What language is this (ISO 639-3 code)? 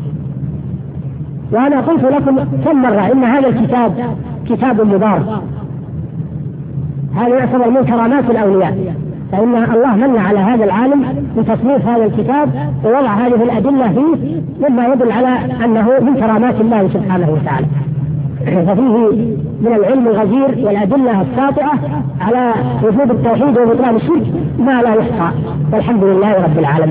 ara